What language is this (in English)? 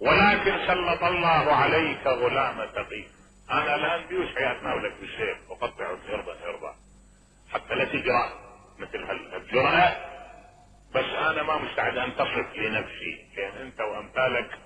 Mesopotamian Arabic